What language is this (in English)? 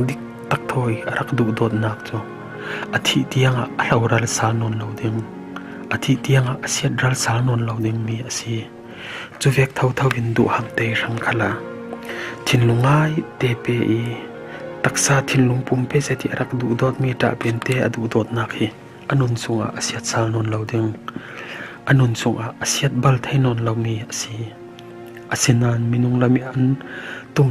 Falam Chin